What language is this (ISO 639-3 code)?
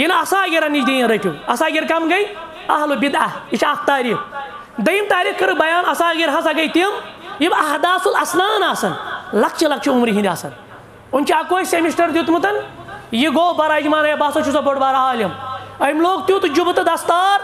kas